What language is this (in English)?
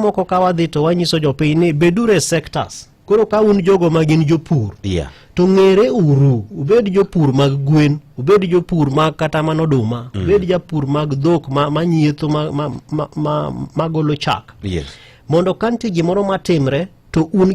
Luo (Kenya and Tanzania)